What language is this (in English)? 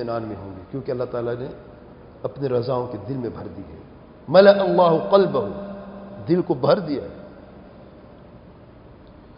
Urdu